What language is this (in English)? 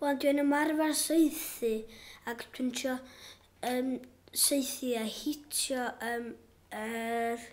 Welsh